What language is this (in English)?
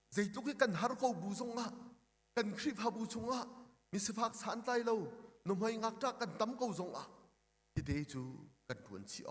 Hakha Chin